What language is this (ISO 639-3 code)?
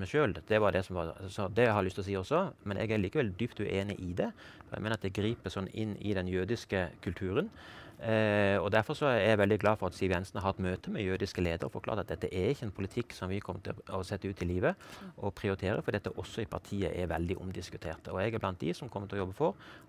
nor